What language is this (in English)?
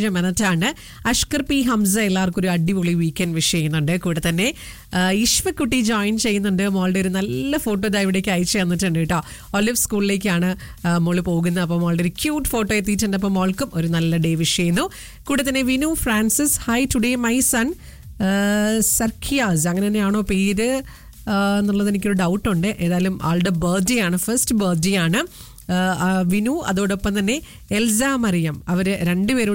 Malayalam